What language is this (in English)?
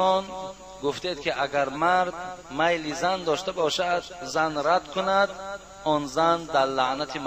Tajik